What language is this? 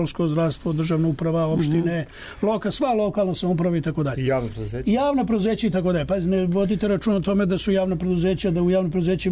Serbian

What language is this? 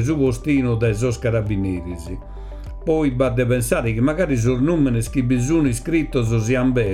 Sardinian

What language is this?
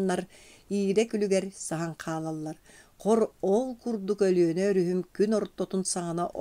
Yakut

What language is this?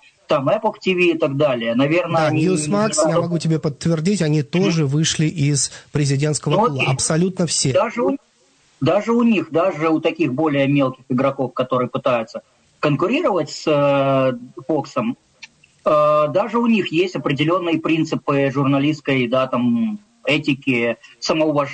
Russian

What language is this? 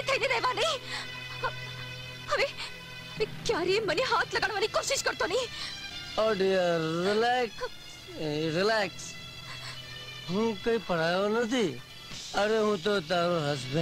Gujarati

